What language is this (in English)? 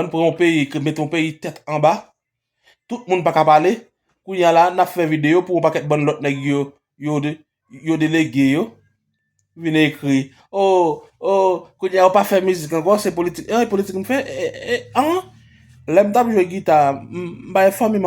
Haitian Creole